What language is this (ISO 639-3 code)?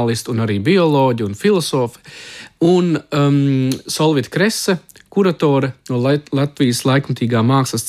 lav